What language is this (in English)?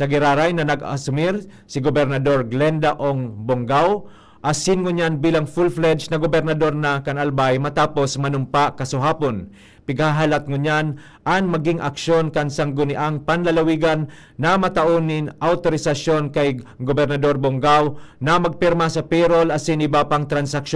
Bikol